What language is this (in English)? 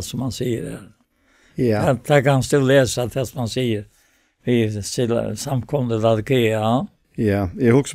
Faroese